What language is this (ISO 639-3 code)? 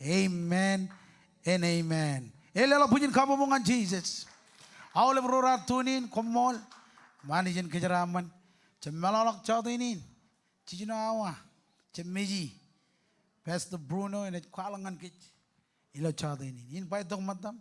mah